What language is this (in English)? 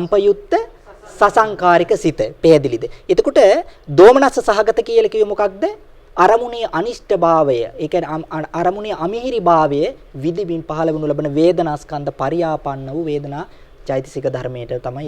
Sinhala